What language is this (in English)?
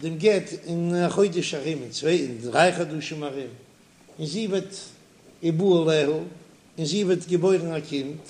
Yiddish